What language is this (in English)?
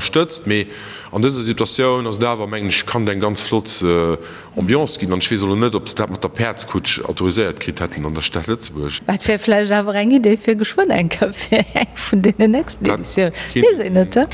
Luxembourgish